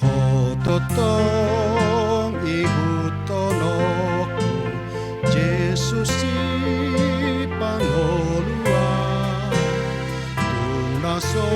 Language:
Batak Toba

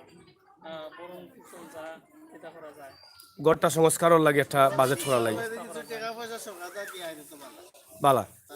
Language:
Sylheti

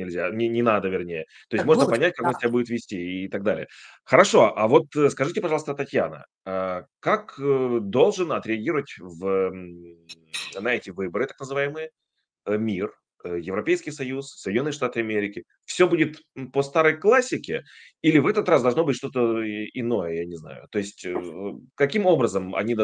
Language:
Russian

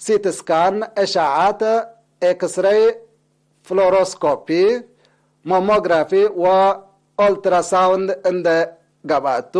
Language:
Tigre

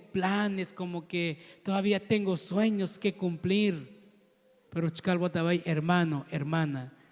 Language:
Tzotzil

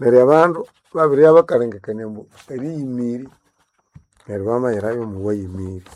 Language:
Nande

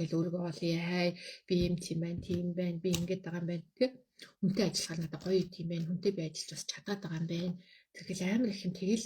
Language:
Mongolian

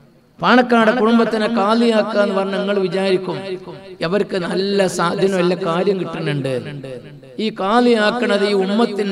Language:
Malayalam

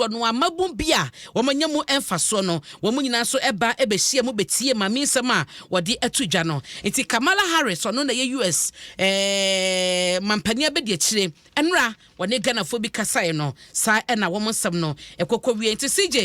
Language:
Akan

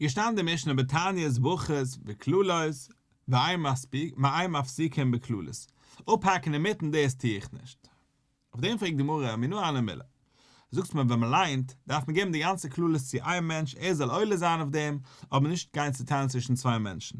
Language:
Yiddish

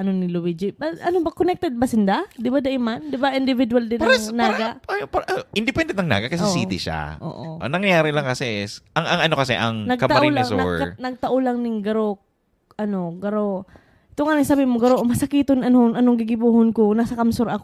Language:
Bikol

